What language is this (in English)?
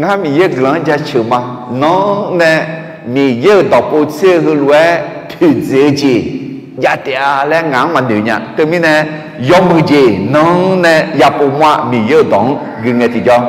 Akha